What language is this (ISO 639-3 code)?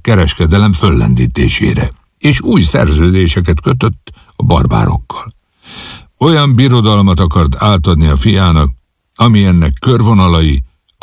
hun